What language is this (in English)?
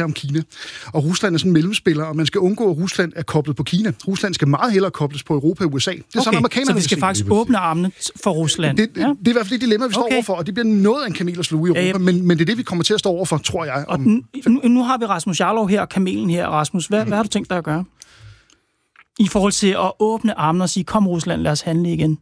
Danish